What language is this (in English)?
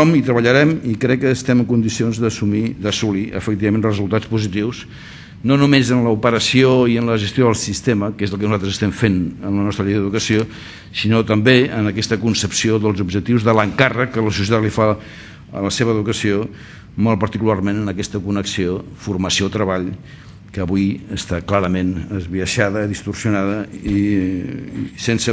Catalan